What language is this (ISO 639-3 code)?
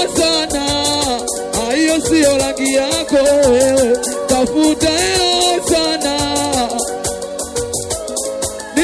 swa